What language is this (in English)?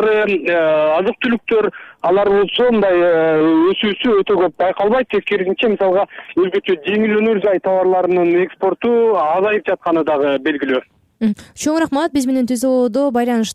Kyrgyz